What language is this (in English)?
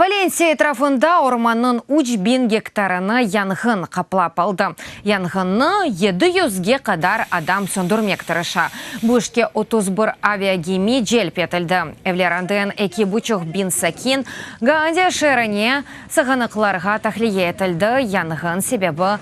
Crimean Tatar